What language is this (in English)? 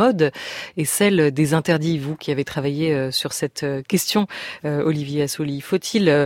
French